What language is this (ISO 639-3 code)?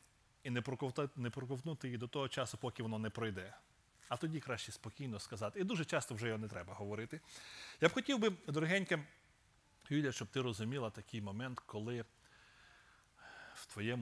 ukr